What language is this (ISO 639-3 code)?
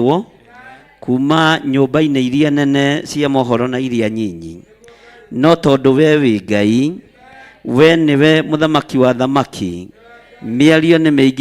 kik